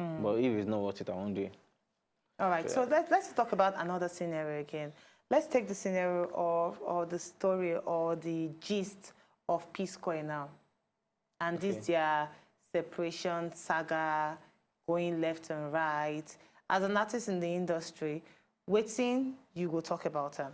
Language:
Nigerian Pidgin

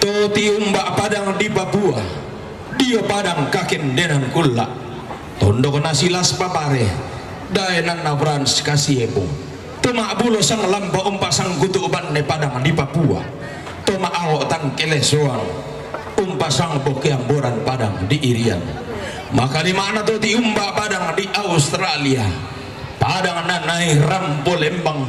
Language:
Toraja-Sa'dan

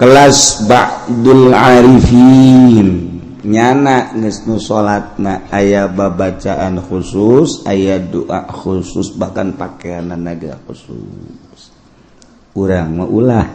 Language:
Sundanese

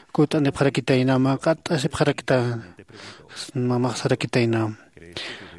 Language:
Aymara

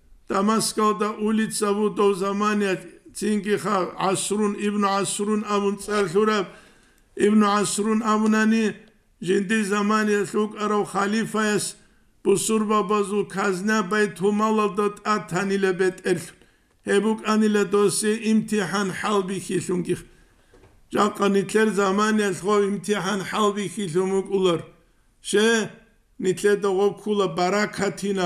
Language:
Avaric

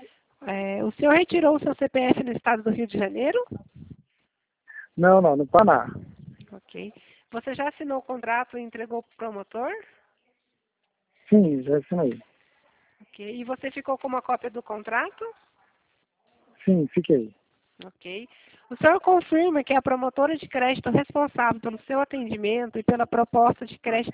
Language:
Portuguese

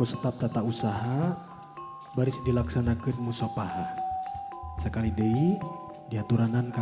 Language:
Sundanese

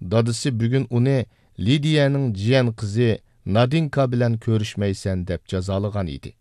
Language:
Uyghur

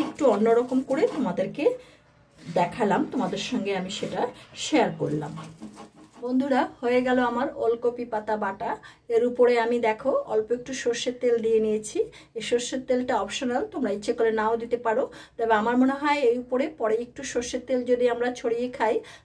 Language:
Bangla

